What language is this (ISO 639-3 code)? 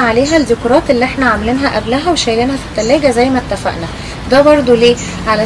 arz